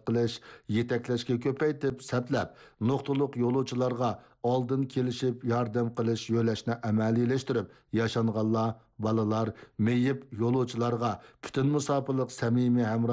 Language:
Uyghur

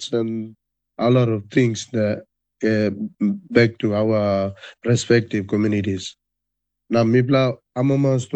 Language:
Tok Pisin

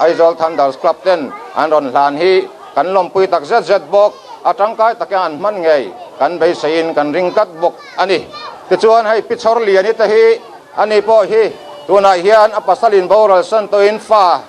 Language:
Mizo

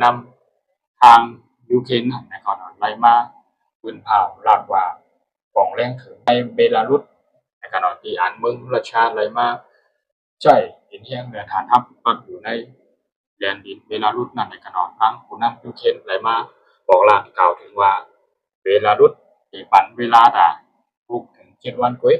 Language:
Shan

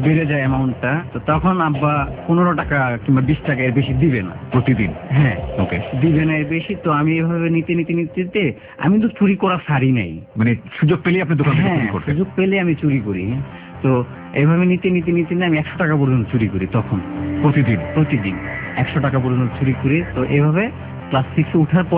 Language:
Bangla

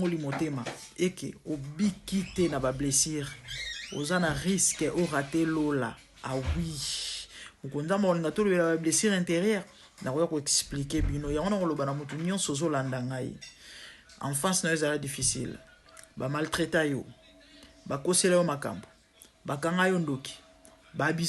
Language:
Lingala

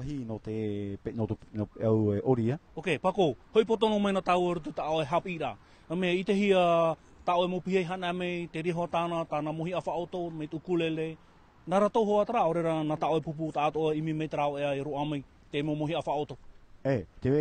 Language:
Tahitian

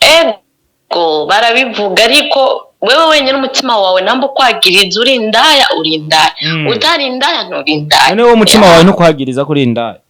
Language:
Rundi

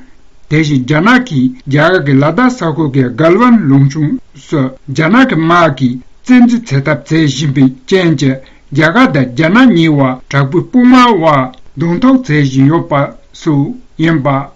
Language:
Tibetan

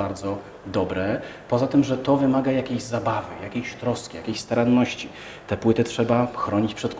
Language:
Polish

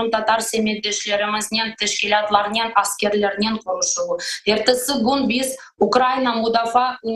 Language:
Crimean Tatar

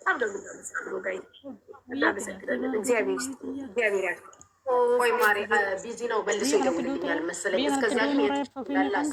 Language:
Amharic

